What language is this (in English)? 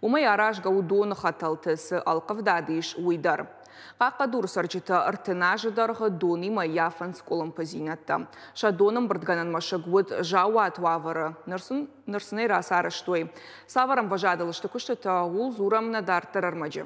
Ossetic